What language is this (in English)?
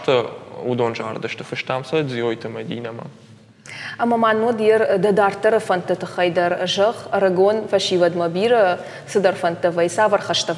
Ossetic